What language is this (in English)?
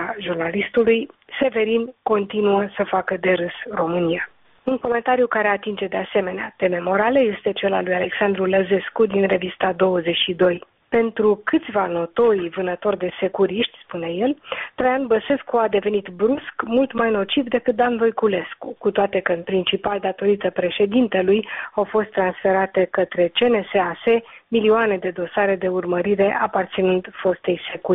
Romanian